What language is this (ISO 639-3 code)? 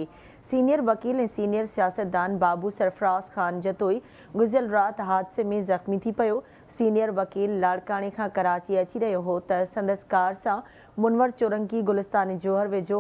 snd